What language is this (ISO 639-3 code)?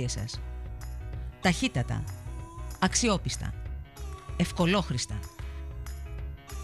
ell